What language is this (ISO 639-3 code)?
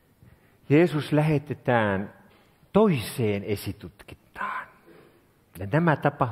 fin